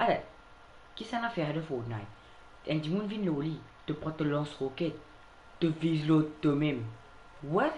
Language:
Morisyen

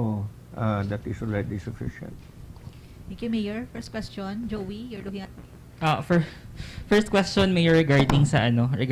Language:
Hiligaynon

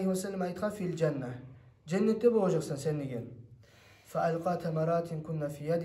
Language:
Kumyk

